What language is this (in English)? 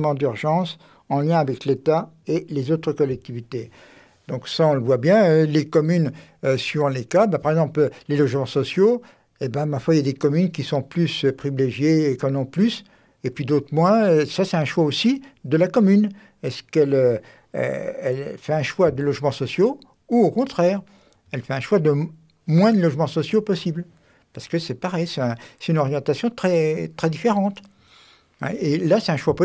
French